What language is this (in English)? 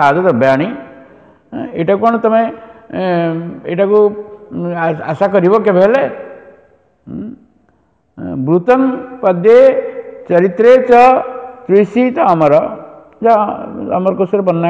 Odia